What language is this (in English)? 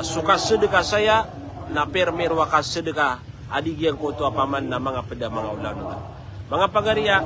Maranao